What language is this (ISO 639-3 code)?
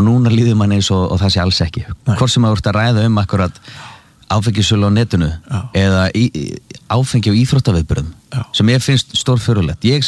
isl